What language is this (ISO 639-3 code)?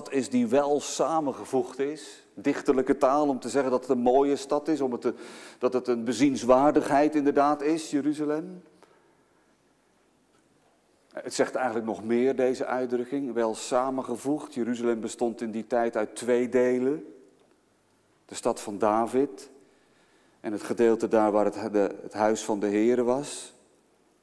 nld